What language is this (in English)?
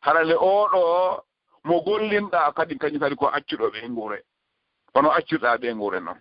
Fula